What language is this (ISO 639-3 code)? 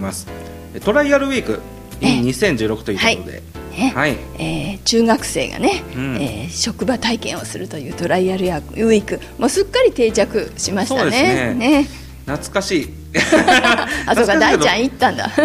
jpn